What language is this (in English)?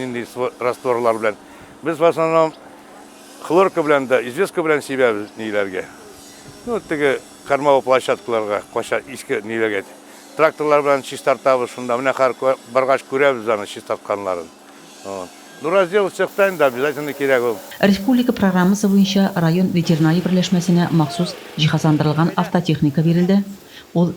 Tatar